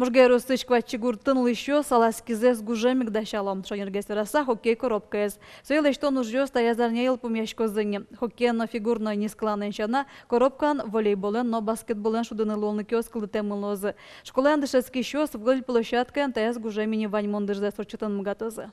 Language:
Udmurt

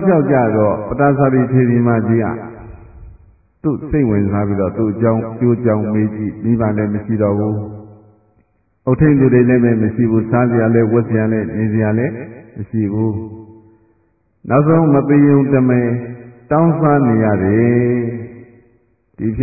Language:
Burmese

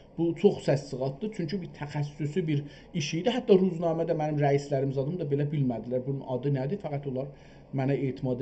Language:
South Azerbaijani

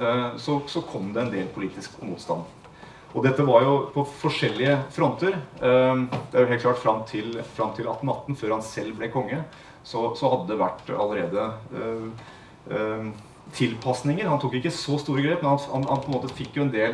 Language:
Norwegian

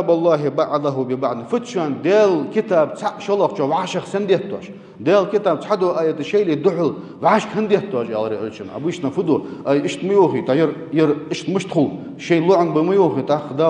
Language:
Ingush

